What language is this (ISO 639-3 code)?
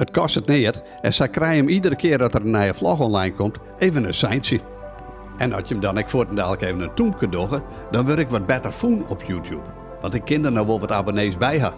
fry